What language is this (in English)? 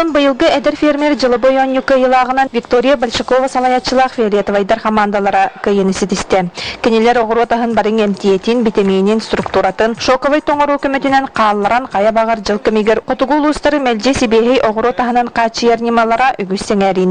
Yakut